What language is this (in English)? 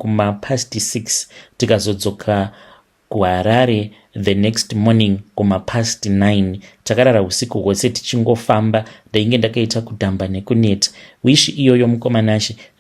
Shona